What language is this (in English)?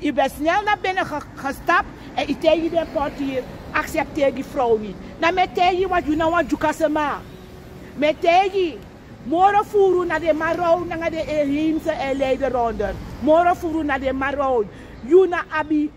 Sranan Tongo